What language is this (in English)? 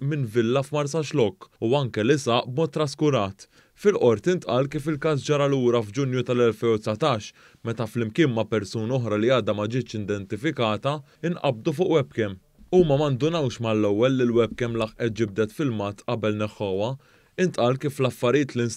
Maltese